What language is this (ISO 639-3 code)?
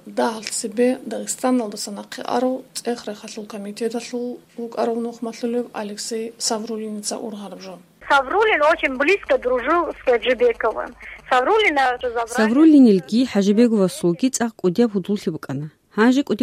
ava